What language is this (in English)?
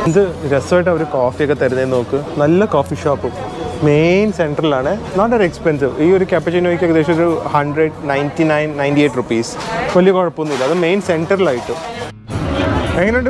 Malayalam